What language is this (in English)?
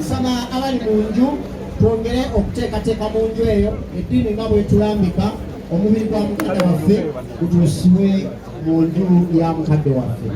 Ganda